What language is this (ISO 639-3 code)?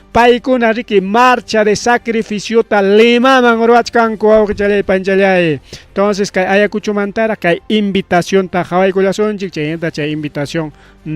quy